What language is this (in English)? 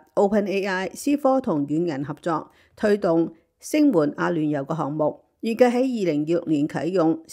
Cantonese